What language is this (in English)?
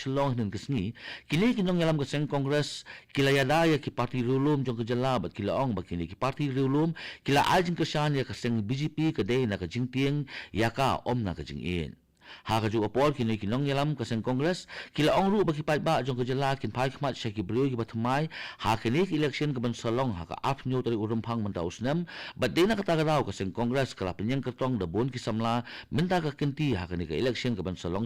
Khasi